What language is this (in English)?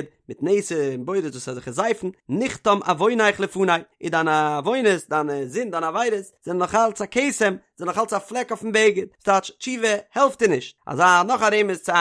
Yiddish